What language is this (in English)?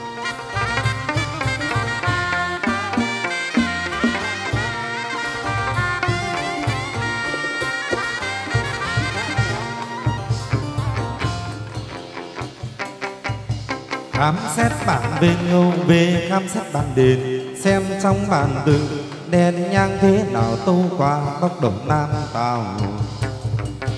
Vietnamese